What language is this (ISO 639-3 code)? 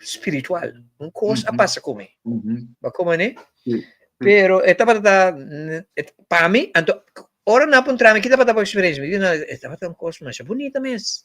pap